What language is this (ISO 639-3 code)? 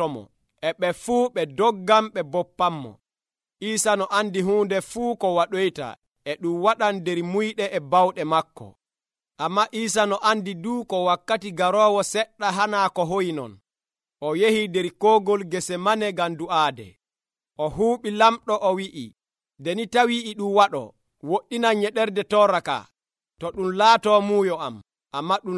fuv